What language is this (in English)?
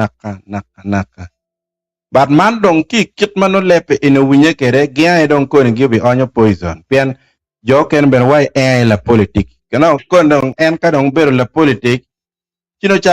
Acoli